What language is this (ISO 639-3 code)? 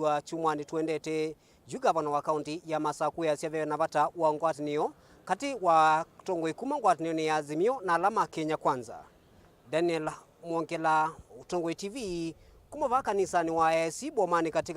kam